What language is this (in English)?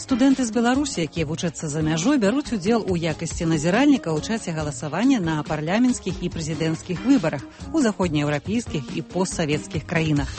Belarusian